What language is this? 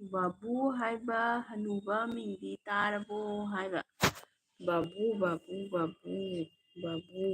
Manipuri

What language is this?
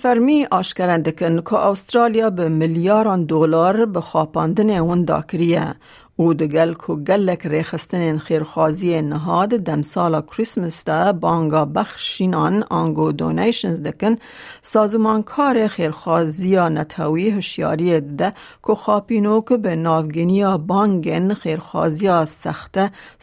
Kurdish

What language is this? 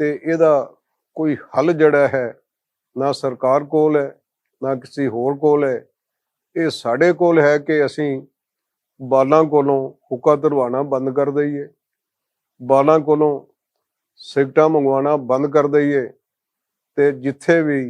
Western Panjabi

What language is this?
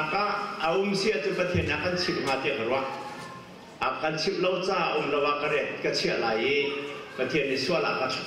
Hakha Chin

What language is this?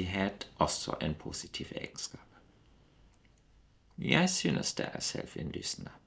Norwegian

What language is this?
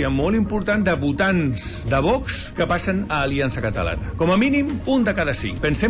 Catalan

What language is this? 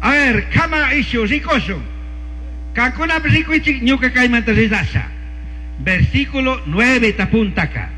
Chimborazo Highland Quichua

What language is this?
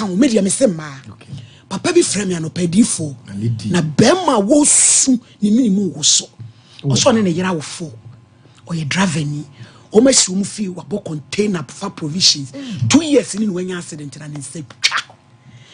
Akan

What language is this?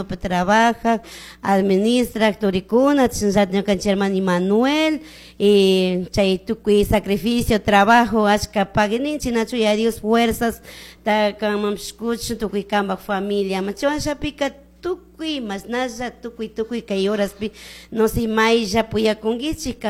Chimborazo Highland Quichua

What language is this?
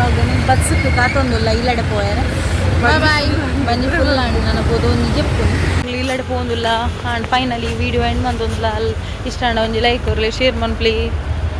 Tulu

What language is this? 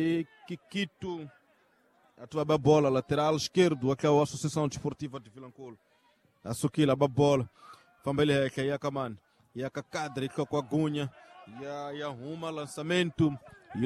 Tsonga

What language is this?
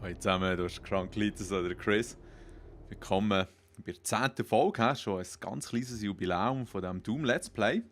Swiss German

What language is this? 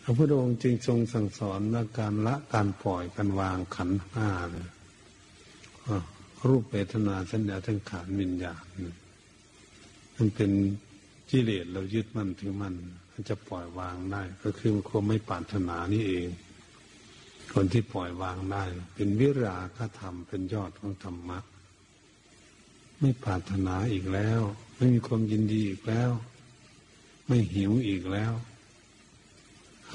Thai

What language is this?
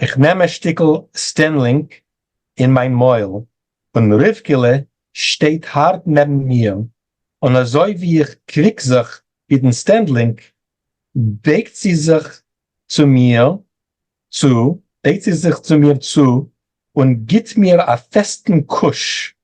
Yiddish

